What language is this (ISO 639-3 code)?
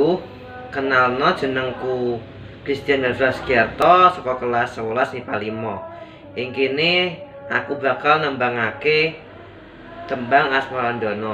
jav